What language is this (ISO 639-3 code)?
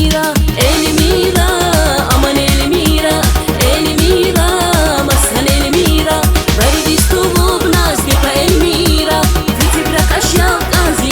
tab